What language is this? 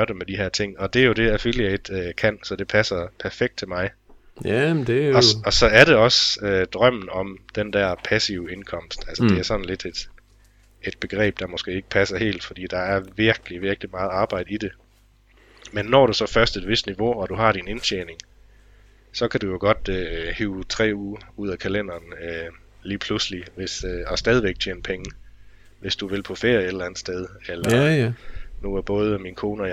Danish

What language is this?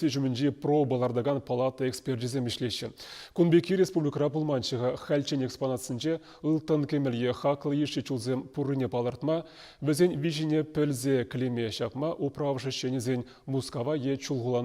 Chuvash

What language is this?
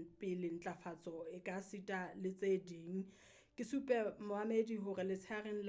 Southern Sotho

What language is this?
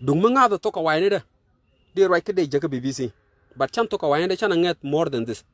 Nuer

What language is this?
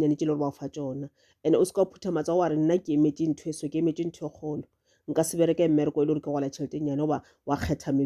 Northern Sotho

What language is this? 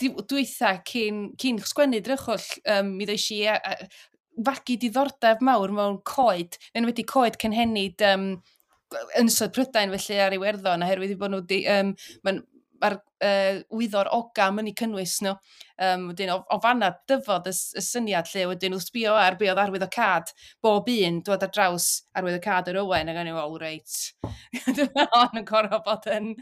Welsh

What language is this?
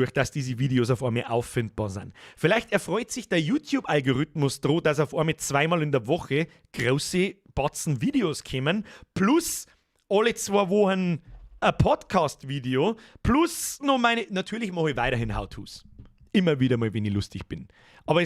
Bavarian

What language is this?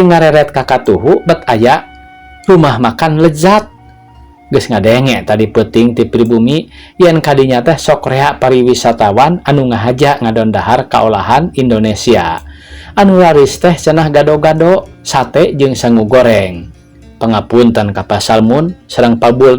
Sundanese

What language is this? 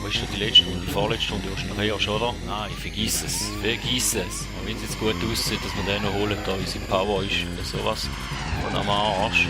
Swiss German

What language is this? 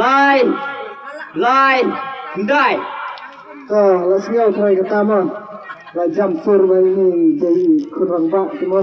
Khasi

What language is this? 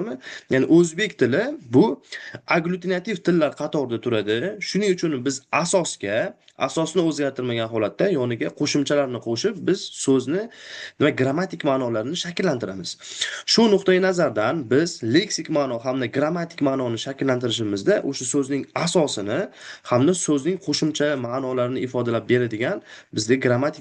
Uzbek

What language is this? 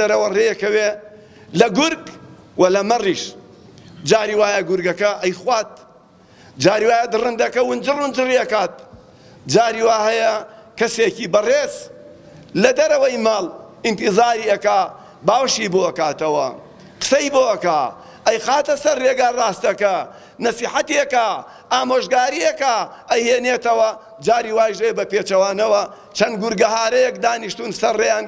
Central Kurdish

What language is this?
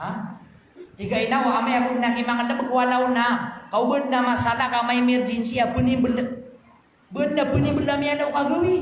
Maranao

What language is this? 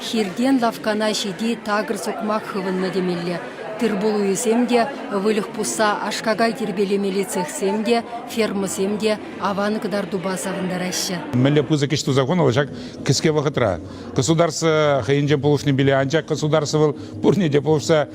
Chuvash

